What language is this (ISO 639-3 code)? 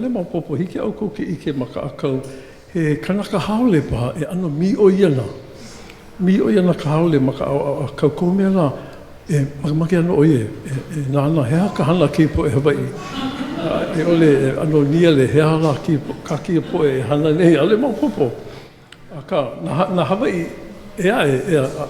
haw